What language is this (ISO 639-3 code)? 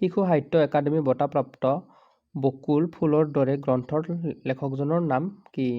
asm